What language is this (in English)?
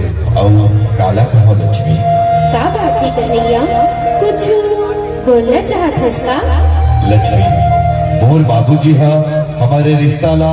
Chhattisgarhi